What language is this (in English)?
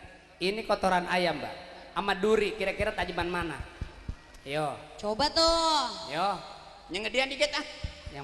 Betawi